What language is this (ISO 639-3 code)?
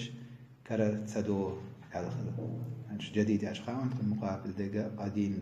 che